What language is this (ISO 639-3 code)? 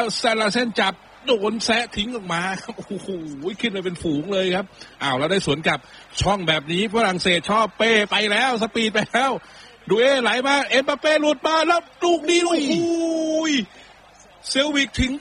tha